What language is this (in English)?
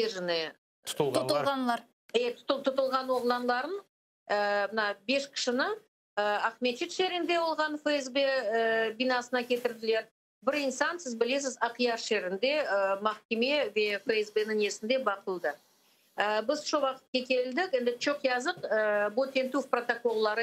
Crimean Tatar